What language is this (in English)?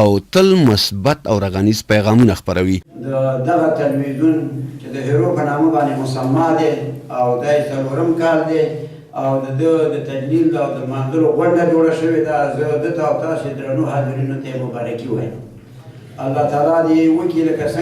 Pashto